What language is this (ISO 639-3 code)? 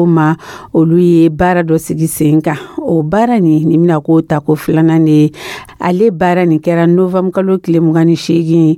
dyu